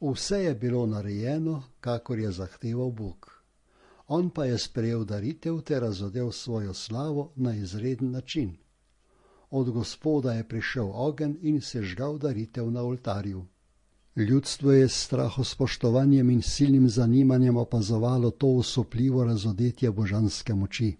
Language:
Slovenian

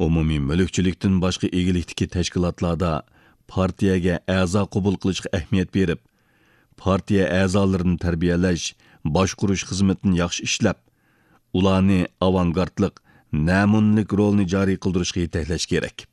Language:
Uyghur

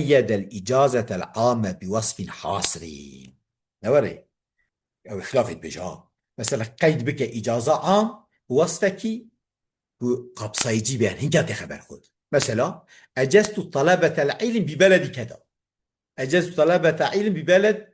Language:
Kurdish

